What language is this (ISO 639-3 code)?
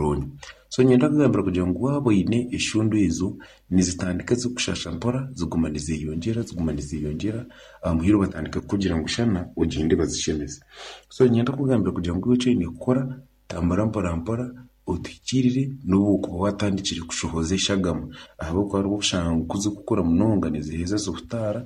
nyn